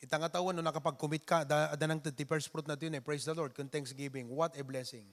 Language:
Iloko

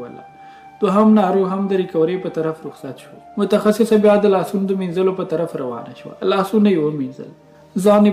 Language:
Pashto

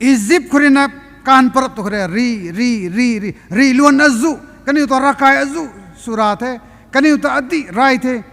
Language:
Rongmei Naga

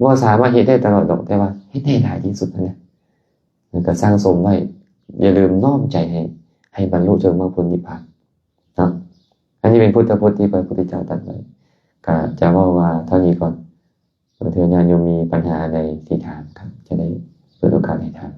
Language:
Lao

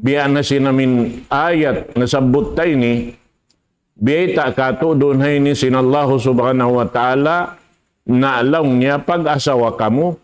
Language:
Tausug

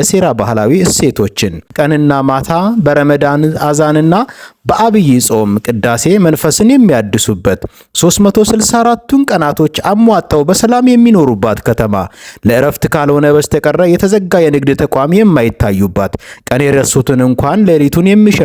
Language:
Amharic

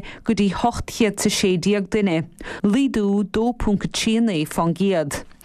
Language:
Irish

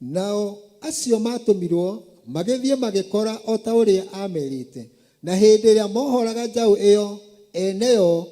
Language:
Kikuyu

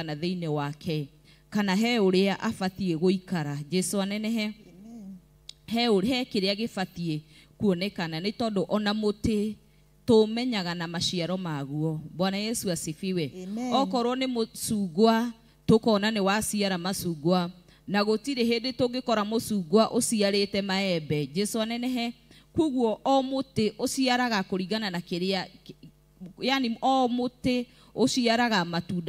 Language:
Kikuyu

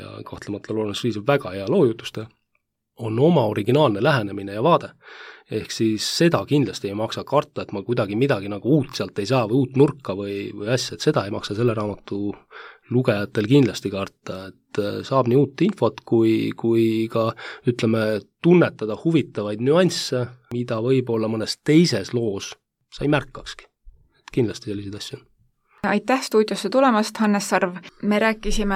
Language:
Estonian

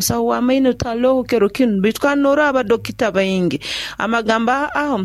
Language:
Nyoro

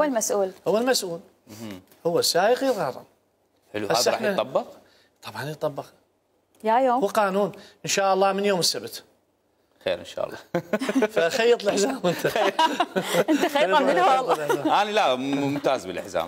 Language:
Mesopotamian Arabic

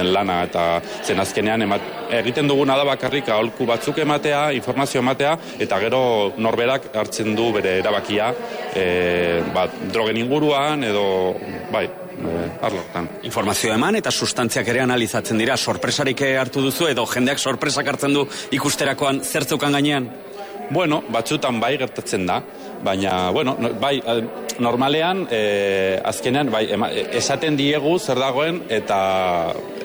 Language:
Basque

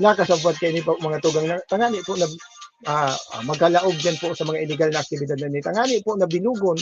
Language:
Bikol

